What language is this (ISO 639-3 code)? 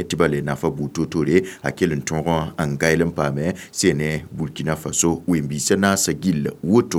mos